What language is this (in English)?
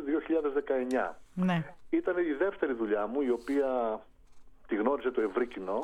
Greek